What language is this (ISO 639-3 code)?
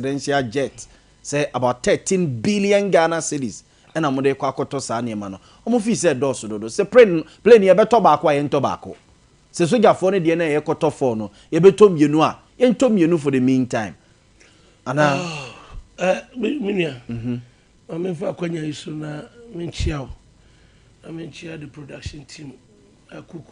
aka